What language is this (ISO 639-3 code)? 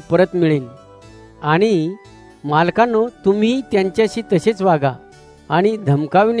mar